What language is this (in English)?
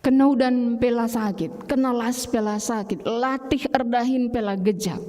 Batak Karo